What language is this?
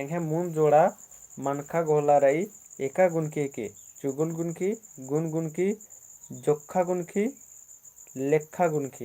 Kurukh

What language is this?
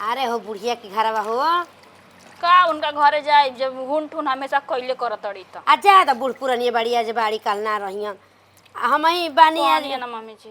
Bhojpuri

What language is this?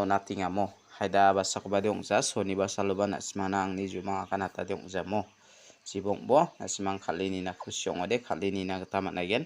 Garo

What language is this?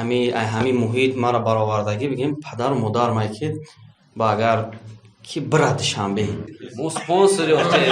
Tajik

